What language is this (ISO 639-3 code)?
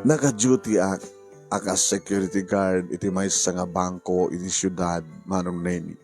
ilo